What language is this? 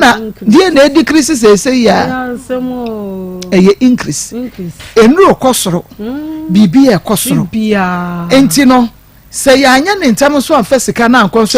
Akan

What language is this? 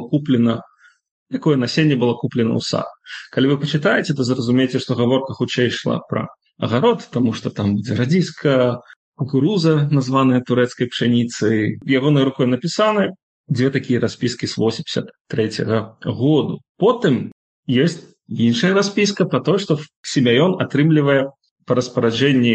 Belarusian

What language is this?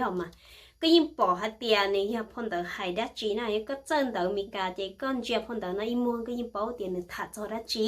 Hmong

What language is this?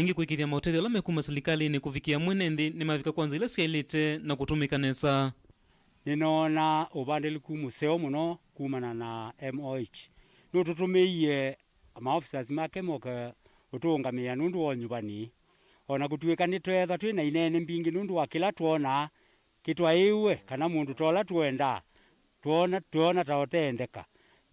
Kamba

